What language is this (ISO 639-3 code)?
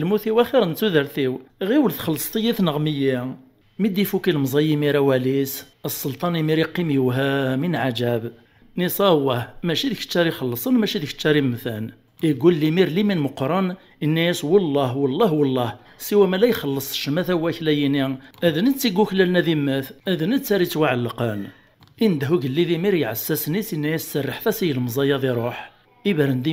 kab